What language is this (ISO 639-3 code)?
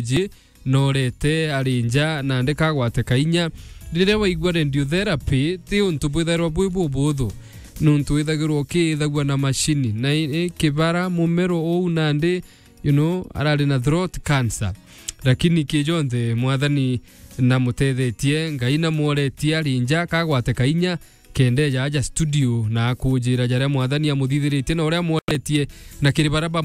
mer